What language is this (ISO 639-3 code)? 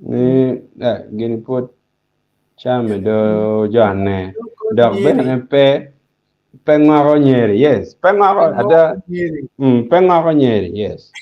ach